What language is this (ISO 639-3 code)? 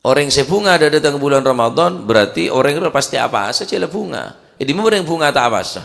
mad